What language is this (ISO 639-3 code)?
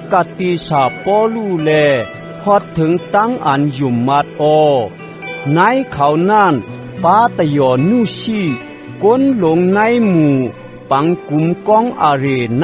shn